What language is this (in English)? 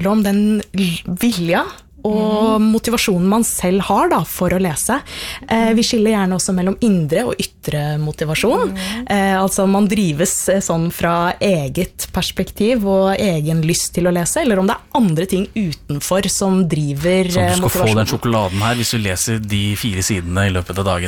Norwegian